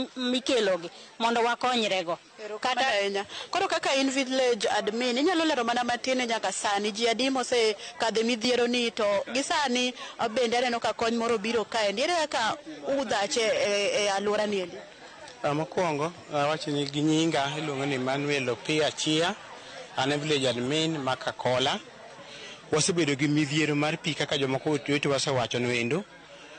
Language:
Luo (Kenya and Tanzania)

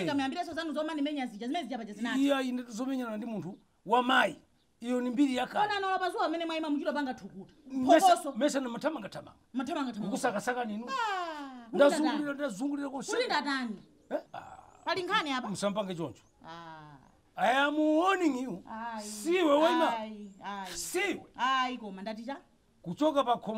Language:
Nyanja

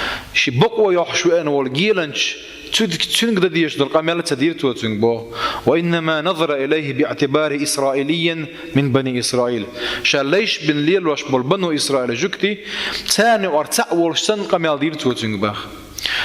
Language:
Chechen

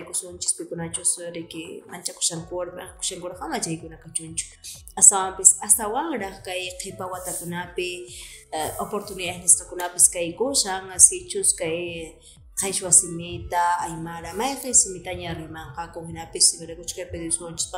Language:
Quechua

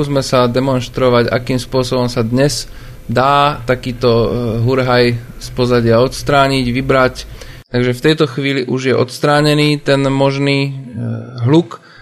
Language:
Slovak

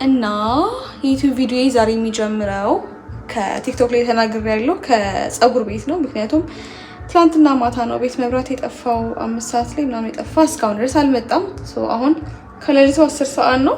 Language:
Amharic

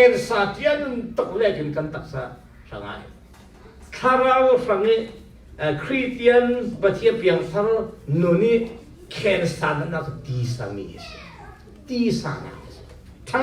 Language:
Falam Chin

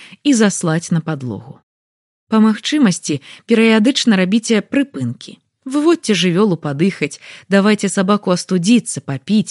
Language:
Belarusian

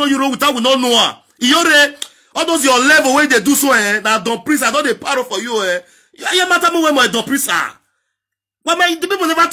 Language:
Nigerian Pidgin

